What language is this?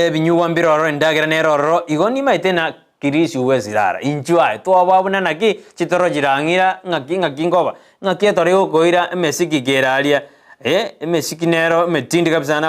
Gusii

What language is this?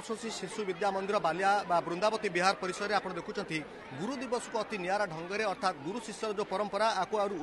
Odia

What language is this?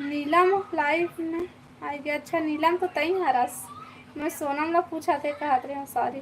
Chhattisgarhi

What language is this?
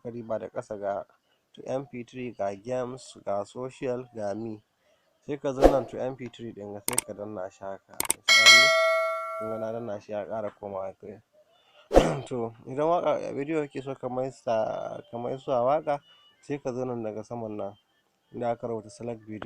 Hausa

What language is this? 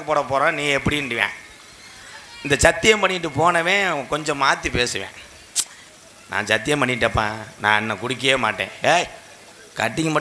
Tamil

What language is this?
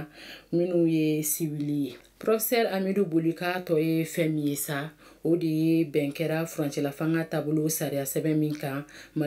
Bambara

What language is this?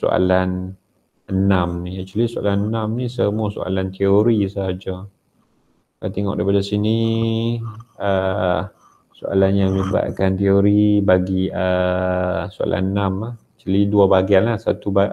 Malay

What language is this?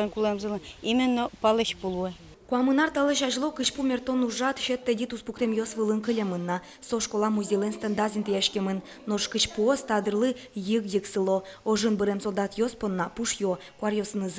Udmurt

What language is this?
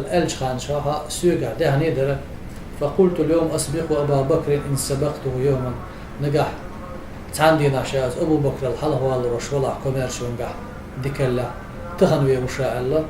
Chechen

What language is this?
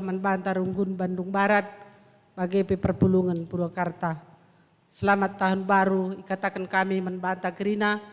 Batak Karo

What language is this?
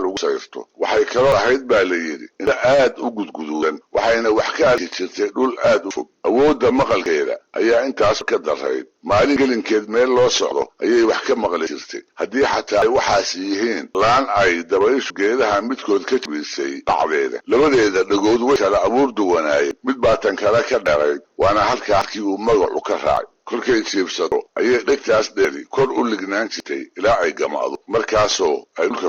Somali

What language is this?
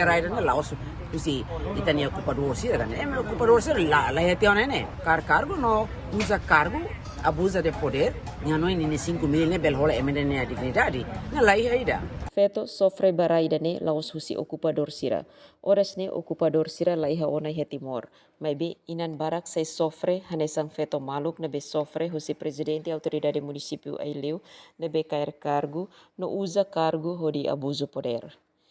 Tetum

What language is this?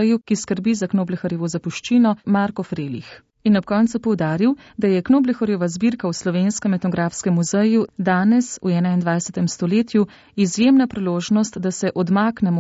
Slovenian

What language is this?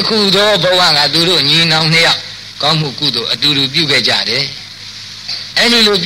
Burmese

